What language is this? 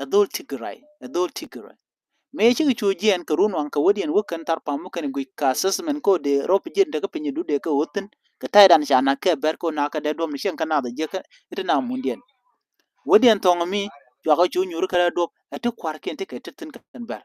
Nuer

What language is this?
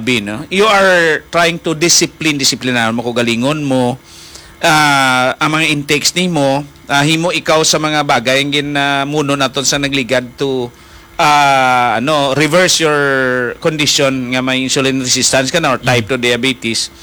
Hiligaynon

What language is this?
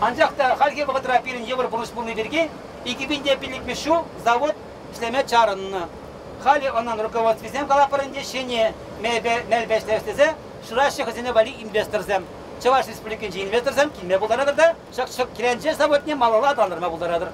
Chuvash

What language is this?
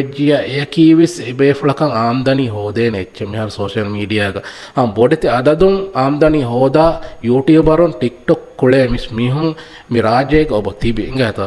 Divehi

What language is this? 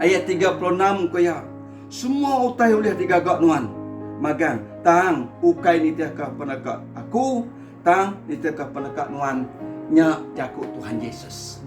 Iban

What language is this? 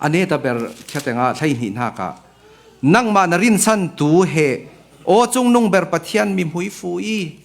Falam Chin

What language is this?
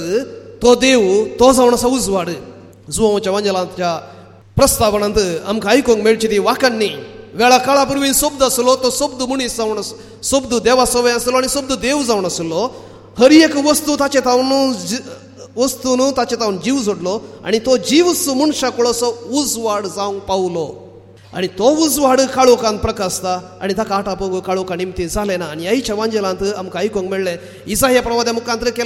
Konkani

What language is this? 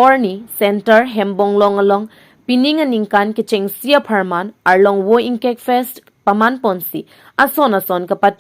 Karbi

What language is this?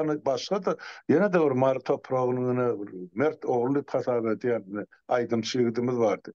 Turkmen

